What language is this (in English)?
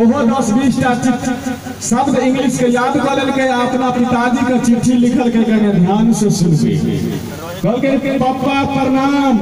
Maithili